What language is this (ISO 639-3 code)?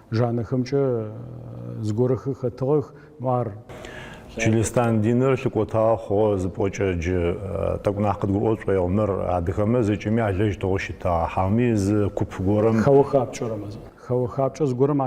ady